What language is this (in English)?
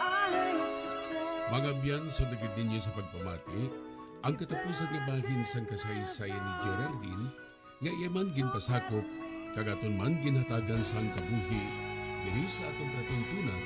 Hiligaynon